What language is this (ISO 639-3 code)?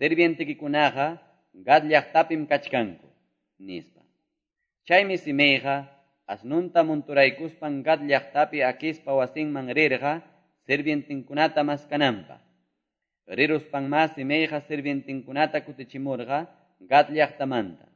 que